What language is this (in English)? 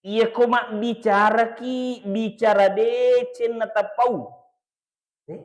Buginese